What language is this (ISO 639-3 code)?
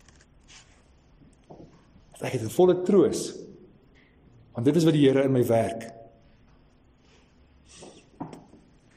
afr